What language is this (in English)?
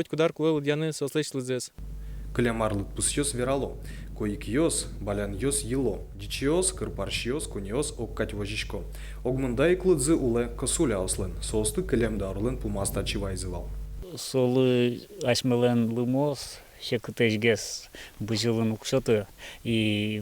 Udmurt